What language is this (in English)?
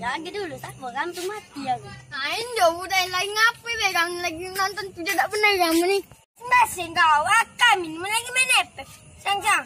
Musi